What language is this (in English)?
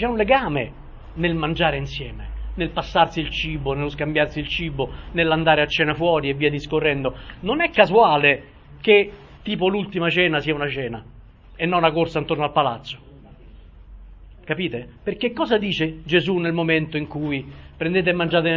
Italian